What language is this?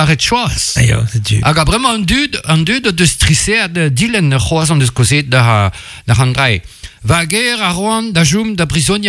Breton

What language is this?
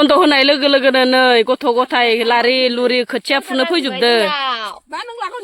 Bodo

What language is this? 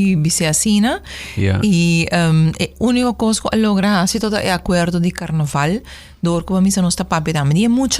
Papiamento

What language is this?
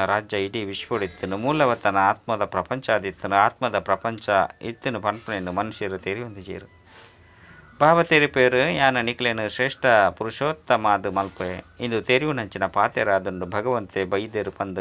Tulu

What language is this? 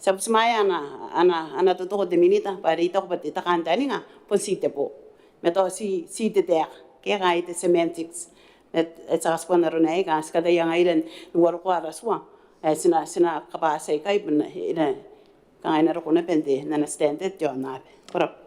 Gilbertese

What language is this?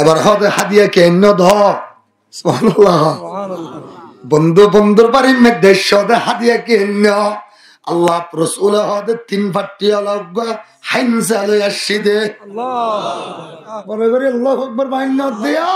Rohingya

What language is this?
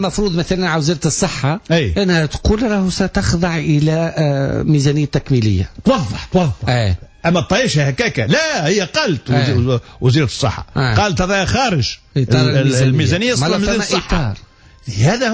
Tunisian Arabic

